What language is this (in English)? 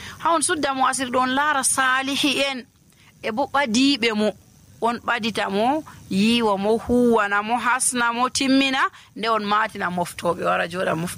Nigerian Fulfulde